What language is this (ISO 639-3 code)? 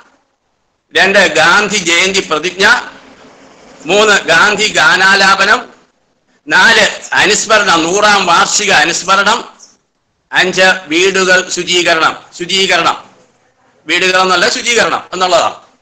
mal